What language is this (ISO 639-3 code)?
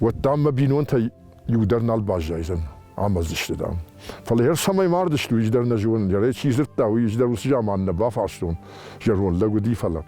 oss